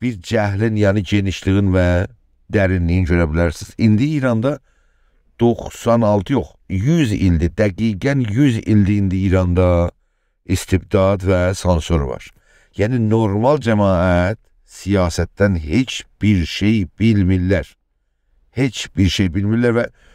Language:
South Azerbaijani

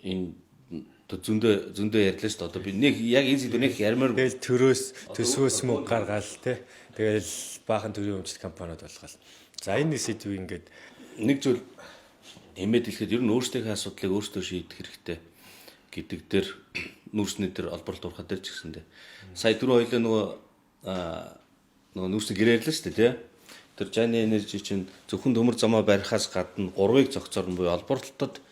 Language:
Mongolian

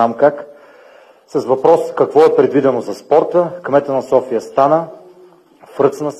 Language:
Bulgarian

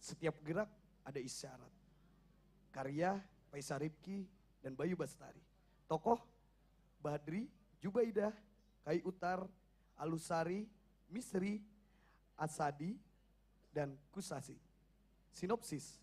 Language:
Banjar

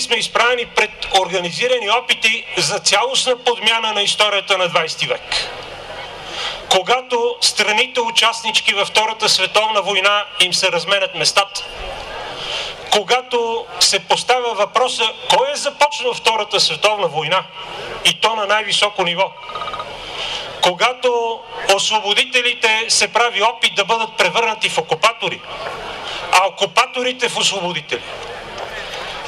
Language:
Bulgarian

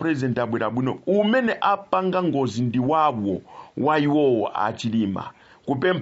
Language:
Nyanja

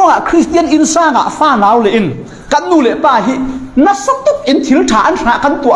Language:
Falam Chin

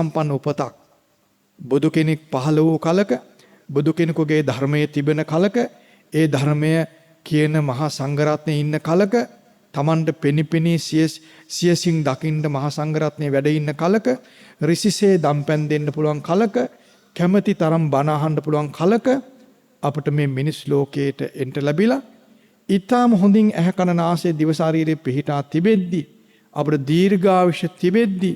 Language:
Sinhala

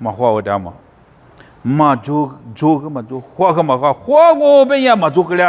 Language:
Lisu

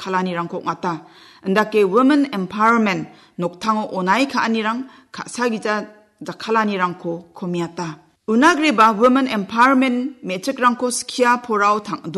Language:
Garo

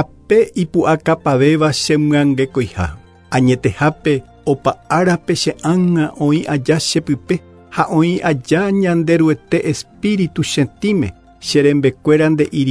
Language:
Guarani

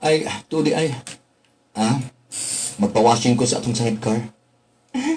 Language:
Cebuano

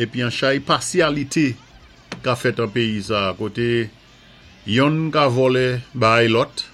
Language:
Saint Lucian Creole French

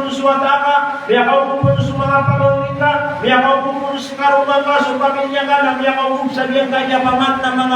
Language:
Maranao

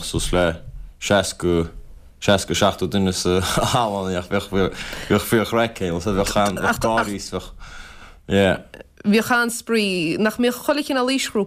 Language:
Irish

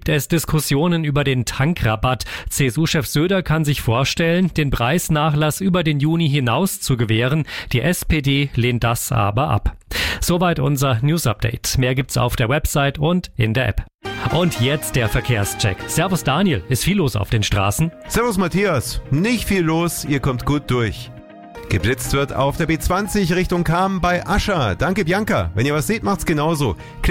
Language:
German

